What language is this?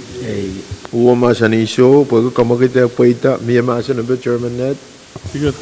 Pohnpeian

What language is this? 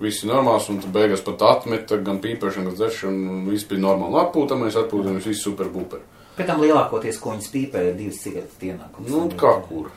Latvian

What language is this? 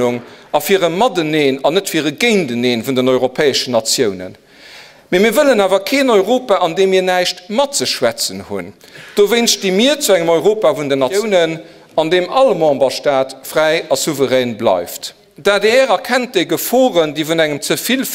Luxembourgish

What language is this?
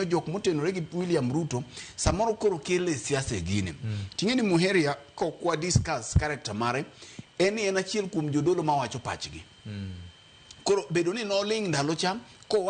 Luo (Kenya and Tanzania)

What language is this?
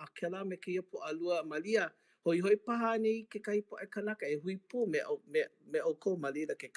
Hawaiian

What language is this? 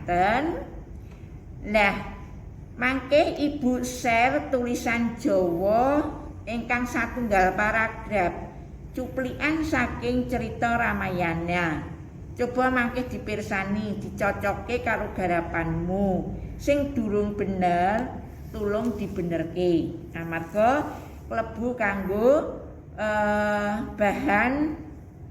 Javanese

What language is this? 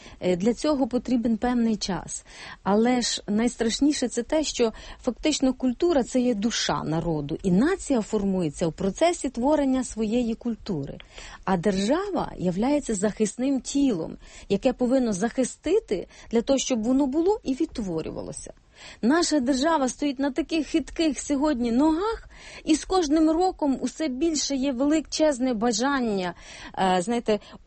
Ukrainian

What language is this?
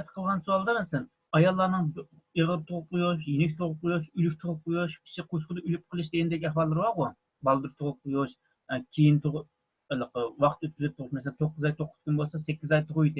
Uyghur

